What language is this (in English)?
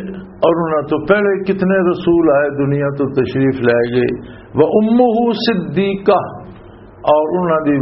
Western Panjabi